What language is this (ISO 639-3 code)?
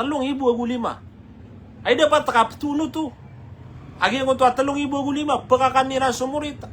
mrw